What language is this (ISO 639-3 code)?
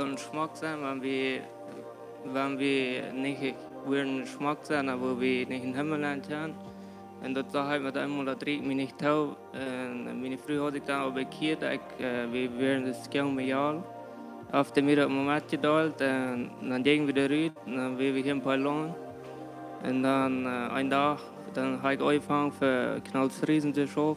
pdt